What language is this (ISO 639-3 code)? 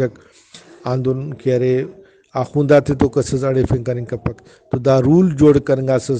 brh